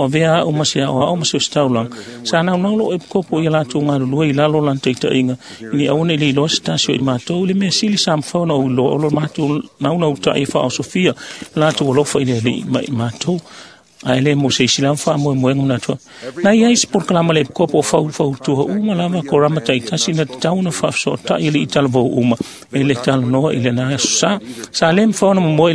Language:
Samoan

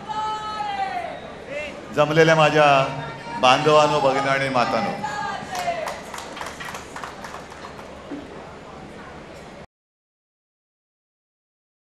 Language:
Marathi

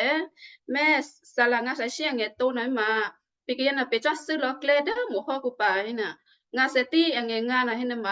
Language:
Western Kayah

